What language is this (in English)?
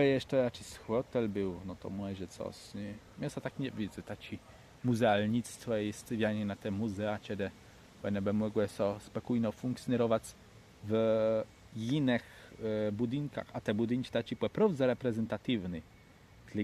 Kashubian